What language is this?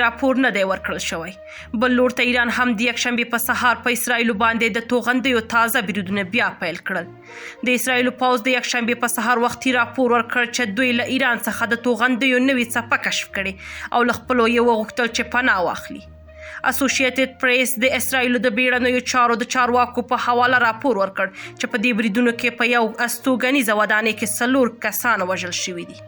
Pashto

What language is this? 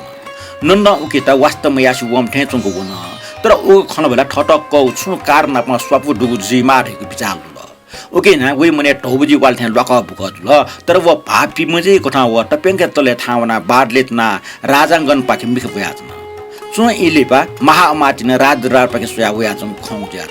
Newari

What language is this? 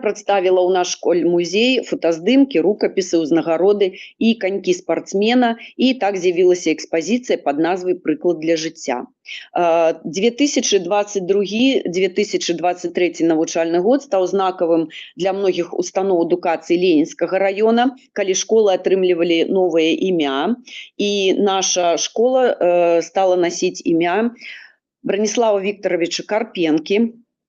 Belarusian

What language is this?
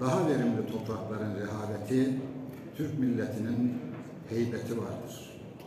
Turkish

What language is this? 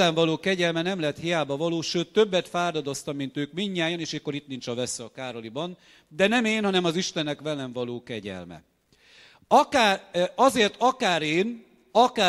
Hungarian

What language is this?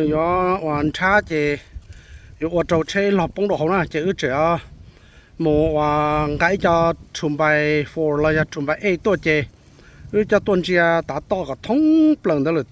Hmong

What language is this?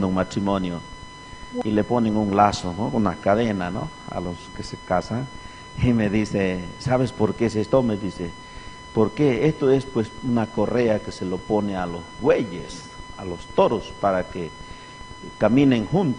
Aymara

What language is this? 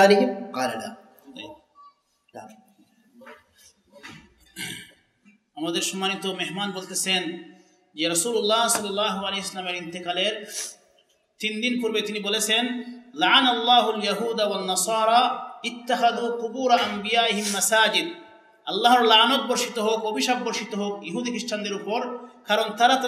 Bangla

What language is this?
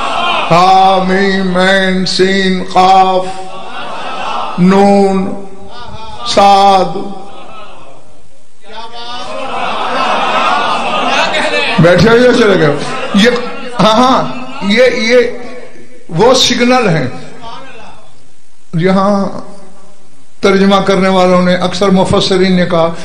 Urdu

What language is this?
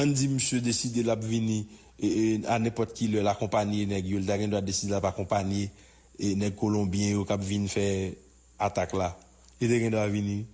Haitian Creole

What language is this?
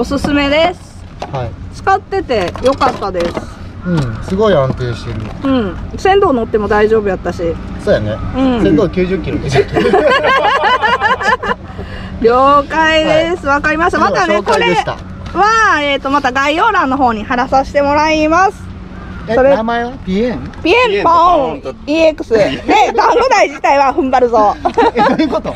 Japanese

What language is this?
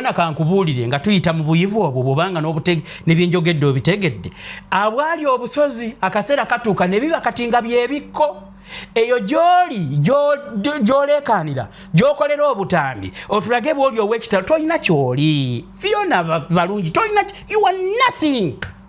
Ganda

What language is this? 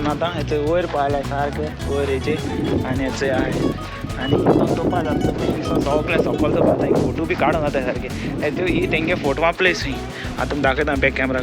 Konkani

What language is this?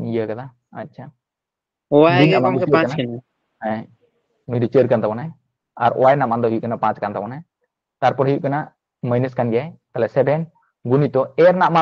Santali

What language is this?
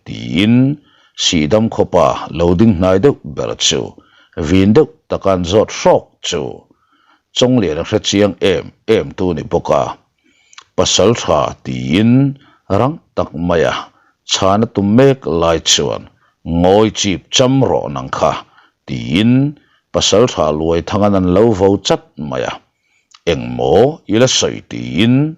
Mizo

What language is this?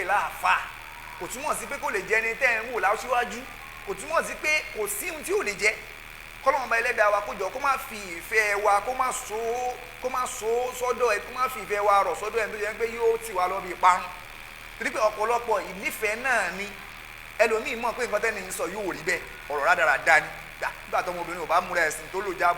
Yoruba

